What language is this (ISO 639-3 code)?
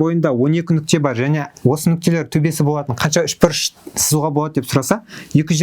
kaz